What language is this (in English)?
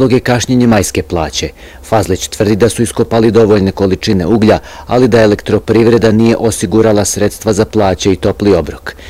Bosnian